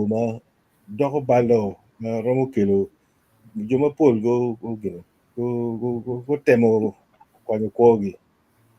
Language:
Acoli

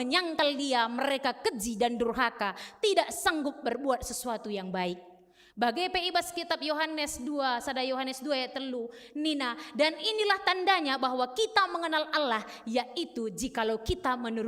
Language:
Batak Karo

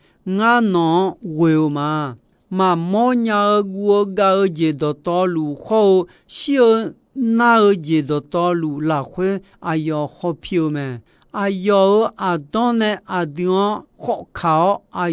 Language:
Akha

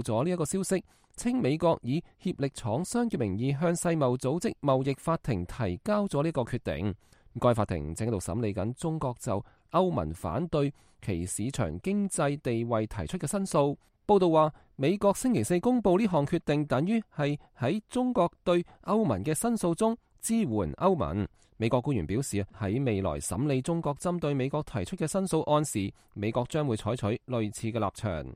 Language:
Cantonese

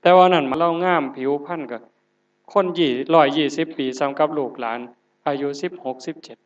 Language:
Northeastern Thai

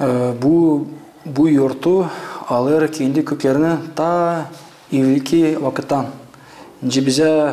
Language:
Gagauz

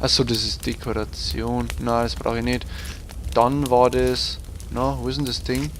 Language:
Bavarian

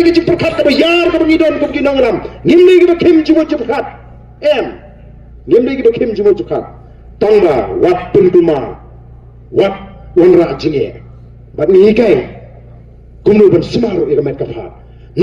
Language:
Khasi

